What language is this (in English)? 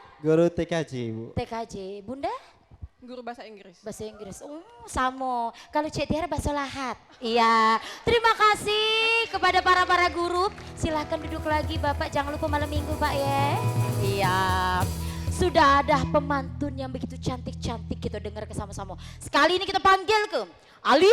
Musi